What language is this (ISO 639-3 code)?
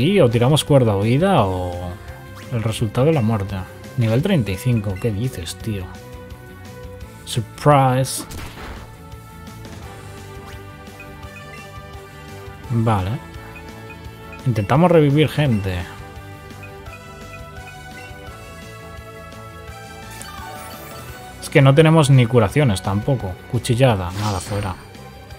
spa